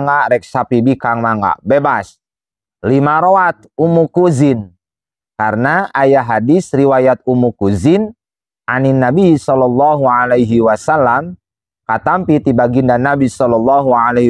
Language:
Sundanese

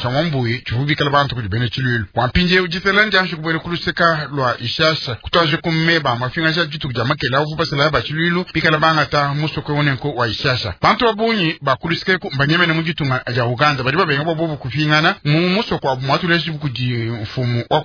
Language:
Luba-Lulua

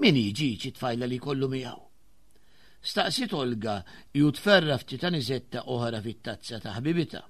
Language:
Maltese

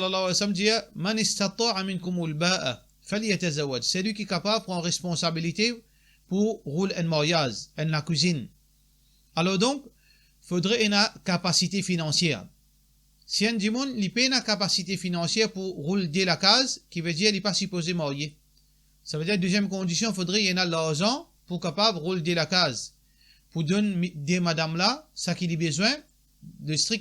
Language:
Morisyen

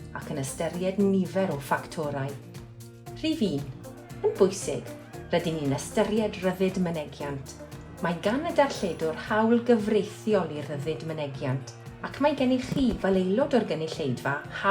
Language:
Welsh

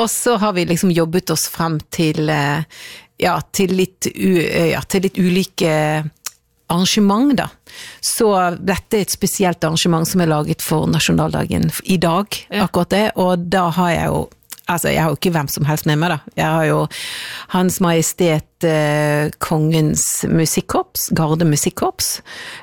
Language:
Norwegian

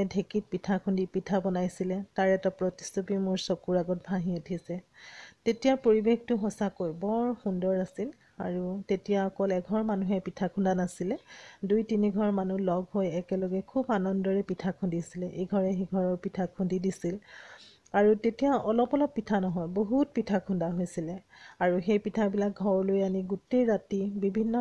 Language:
Assamese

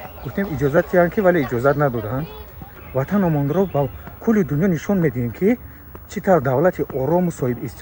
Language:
Tajik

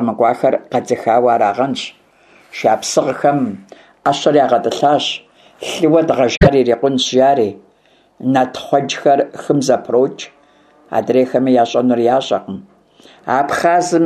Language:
Kabardian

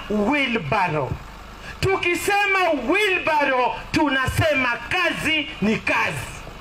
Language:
Swahili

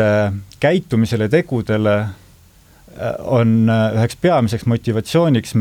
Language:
Estonian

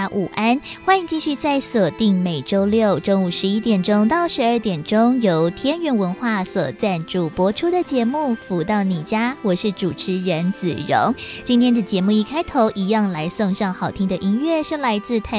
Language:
Chinese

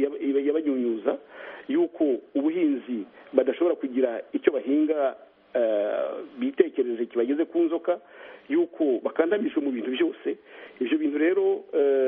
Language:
Kinyarwanda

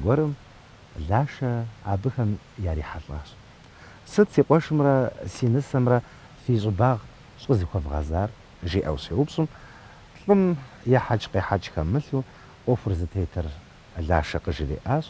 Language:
Kabardian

